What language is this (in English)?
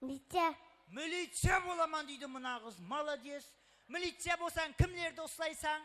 Kara-Kalpak